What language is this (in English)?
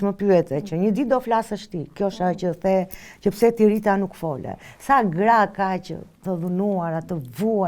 Albanian